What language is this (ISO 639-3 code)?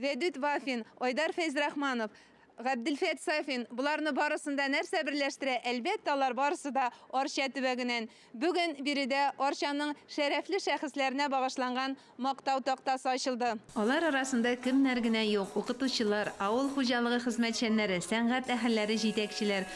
tat